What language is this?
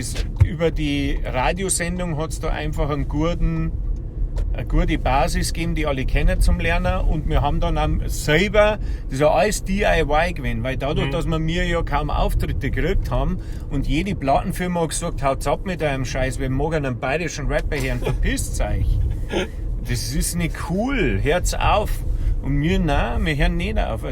Bavarian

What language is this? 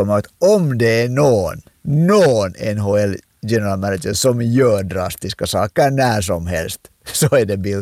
Swedish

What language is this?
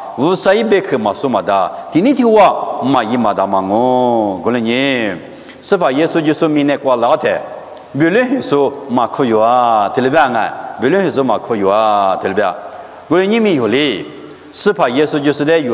Lisu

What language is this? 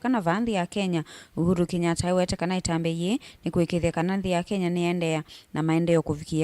Kamba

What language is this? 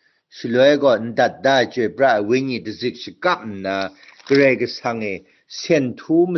Kachin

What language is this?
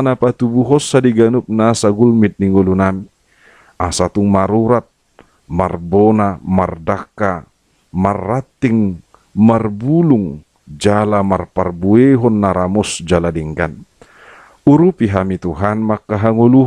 Batak Toba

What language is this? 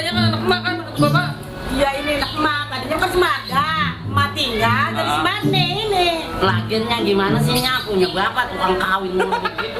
Betawi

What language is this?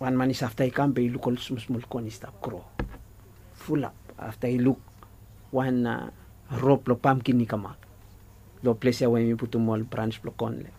Bislama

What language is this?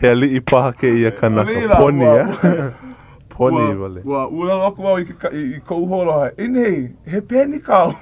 Hawaiian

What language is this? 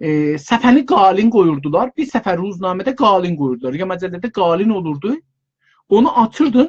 South Azerbaijani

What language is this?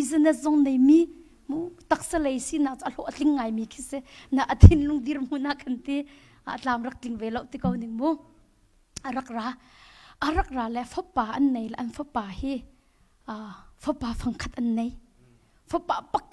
Hakha Chin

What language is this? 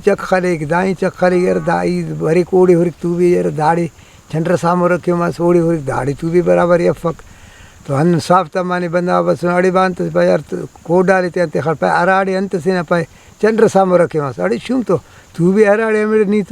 Brahui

